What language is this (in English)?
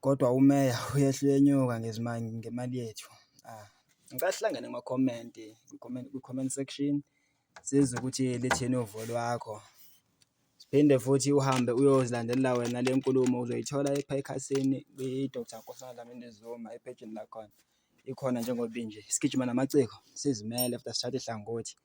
Zulu